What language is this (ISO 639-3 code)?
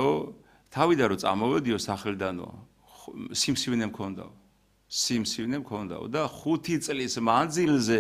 kat